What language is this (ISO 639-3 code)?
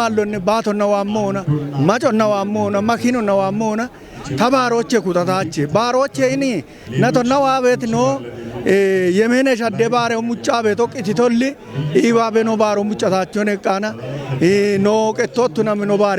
kbr